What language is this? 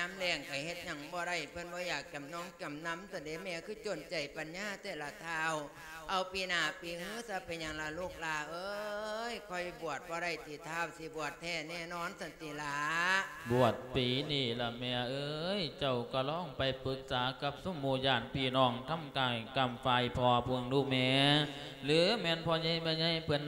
Lao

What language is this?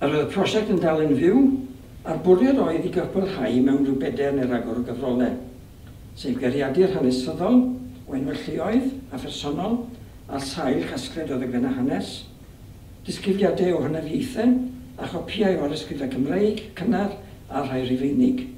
Welsh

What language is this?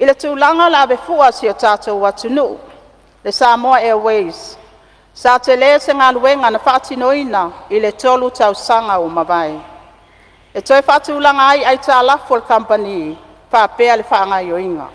Samoan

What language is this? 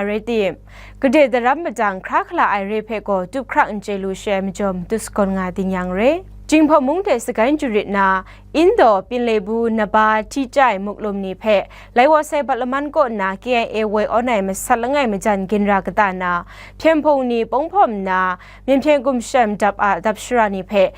Kachin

